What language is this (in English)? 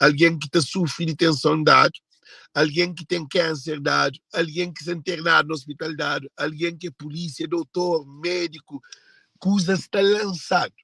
Kabuverdianu